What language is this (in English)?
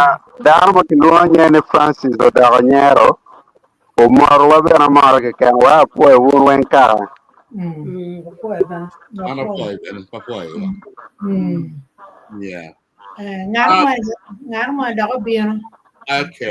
Acoli